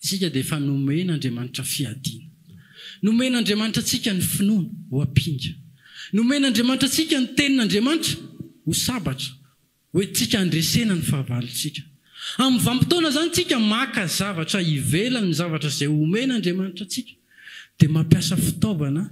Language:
Malagasy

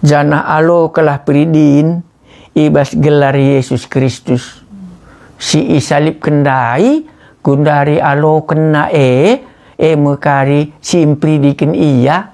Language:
Batak Karo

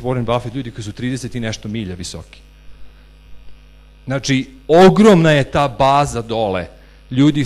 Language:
Serbian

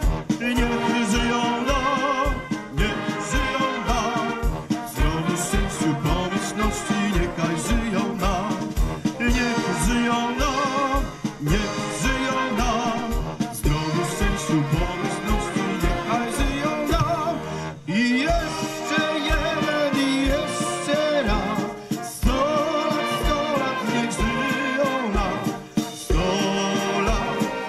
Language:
Polish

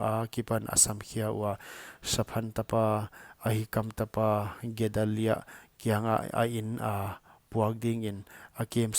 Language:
Paite Chin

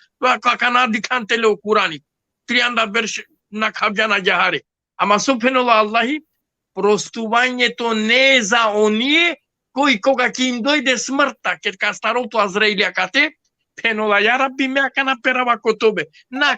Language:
Balkan Romani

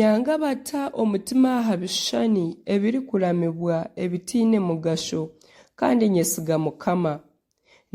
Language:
Nyankole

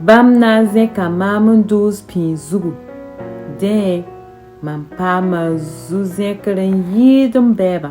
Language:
Mossi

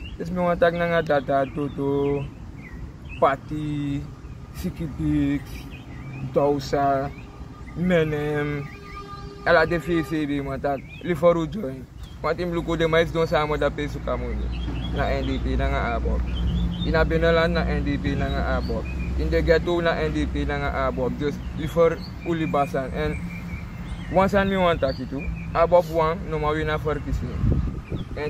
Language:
Sranan Tongo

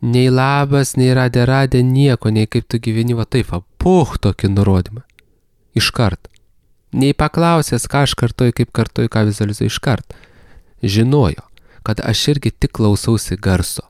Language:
Lithuanian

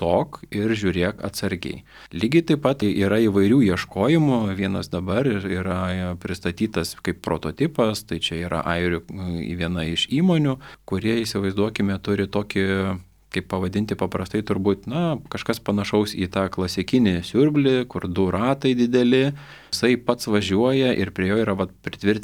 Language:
Lithuanian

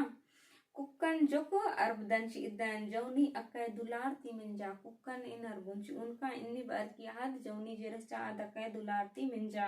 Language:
Kurukh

